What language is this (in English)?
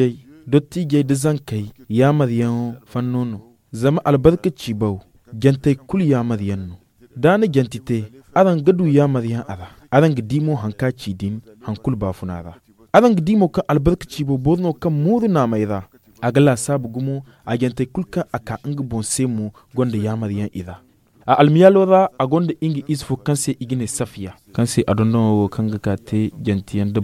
Zarma